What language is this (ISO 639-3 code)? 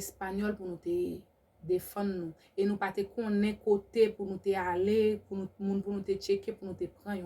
hat